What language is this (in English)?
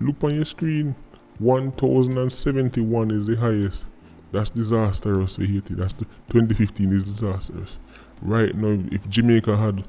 Jamaican Creole English